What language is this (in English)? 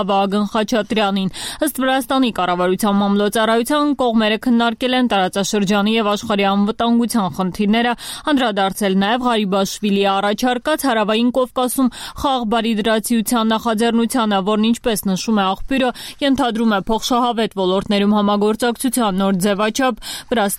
Armenian